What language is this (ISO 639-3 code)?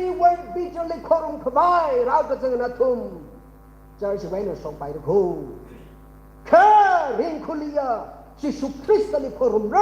nmf